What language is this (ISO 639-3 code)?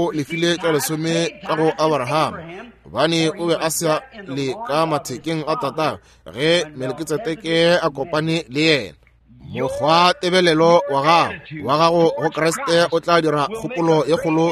nso